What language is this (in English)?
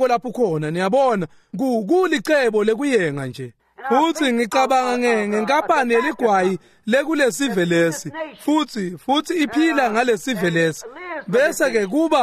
Swati